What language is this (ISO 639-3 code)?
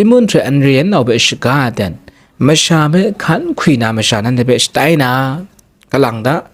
kac